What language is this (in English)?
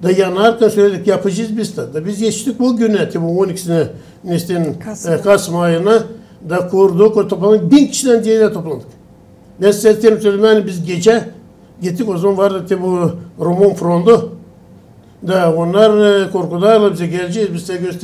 Gagauz